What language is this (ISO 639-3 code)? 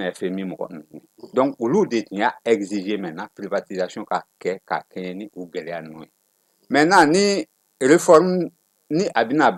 bam